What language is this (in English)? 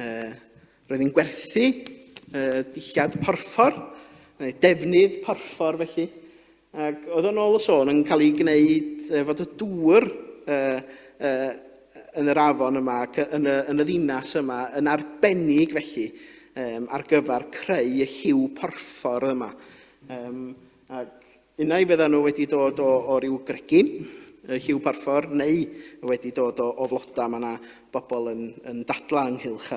Welsh